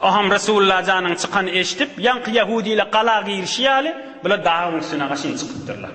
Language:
Turkmen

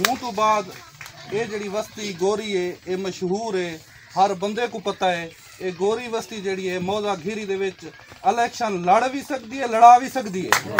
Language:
Saraiki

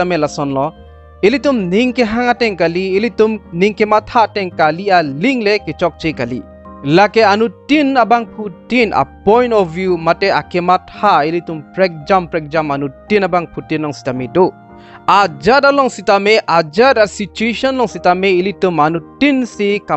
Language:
Karbi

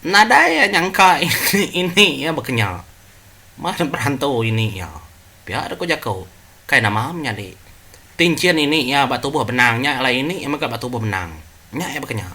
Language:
Iban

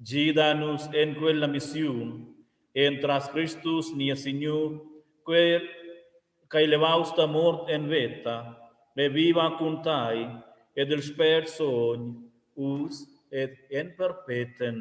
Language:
Romansh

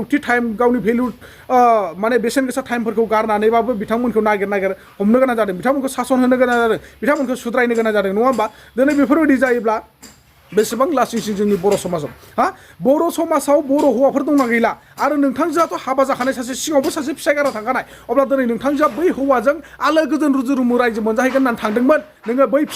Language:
Bodo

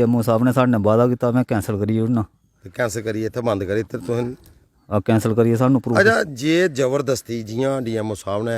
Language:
Dogri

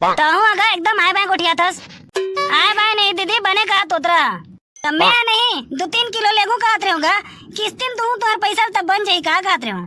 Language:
Chhattisgarhi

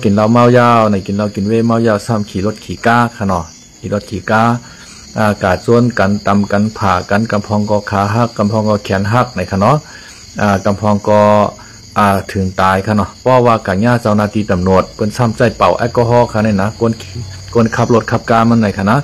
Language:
Shan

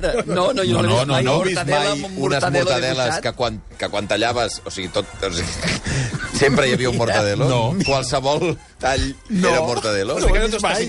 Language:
Catalan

